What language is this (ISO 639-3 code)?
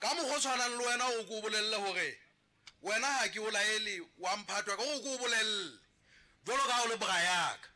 sot